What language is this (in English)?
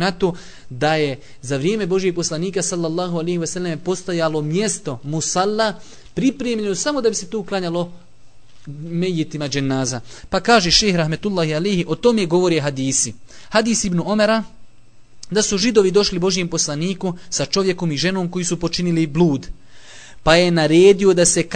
Bosnian